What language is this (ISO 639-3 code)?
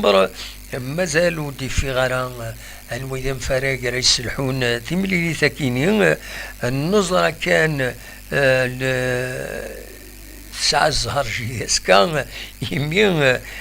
kab